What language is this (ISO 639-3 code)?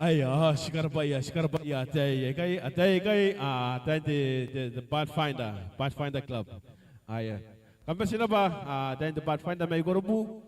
gil